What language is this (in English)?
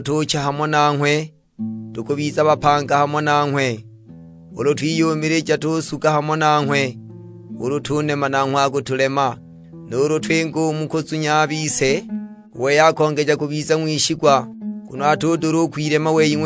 Sukuma